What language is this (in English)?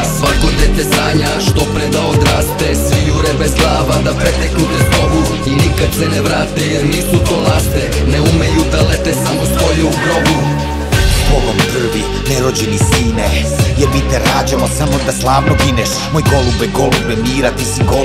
Serbian